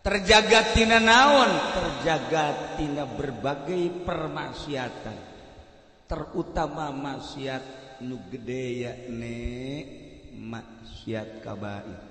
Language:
Sundanese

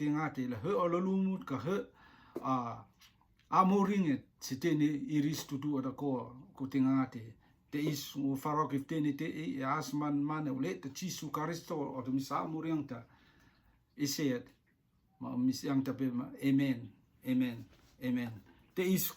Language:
Rotuman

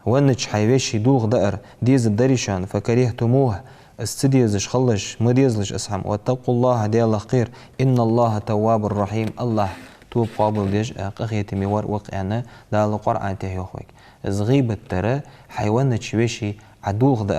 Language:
Ingush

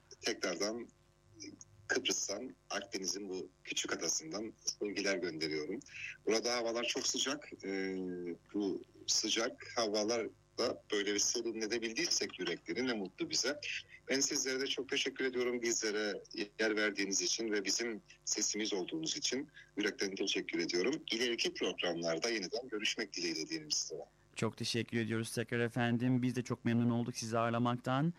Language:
Turkish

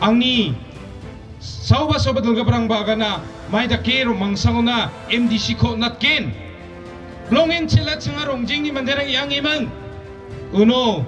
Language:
Garo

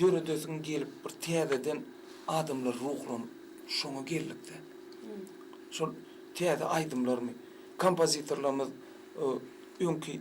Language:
Turkmen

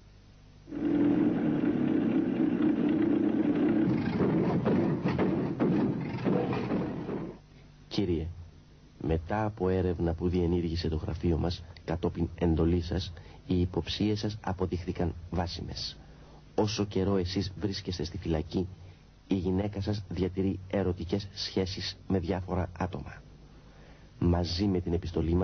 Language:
Greek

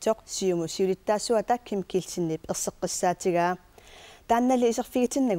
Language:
Kalaallisut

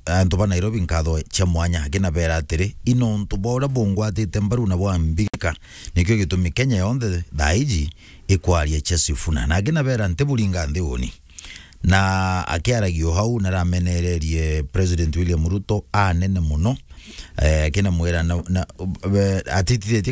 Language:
Meru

